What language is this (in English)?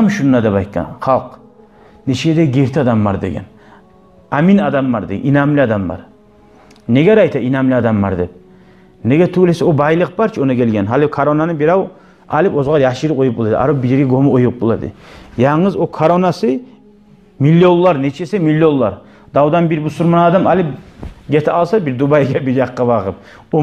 Kumyk